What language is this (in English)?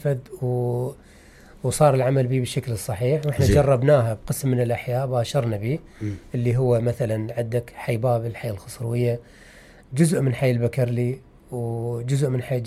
Mesopotamian Arabic